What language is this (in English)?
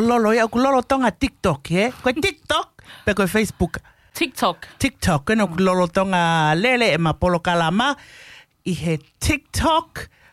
Tongan